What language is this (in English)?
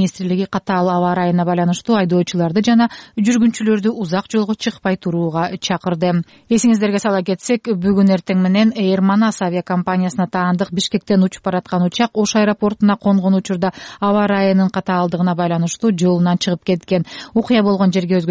Kyrgyz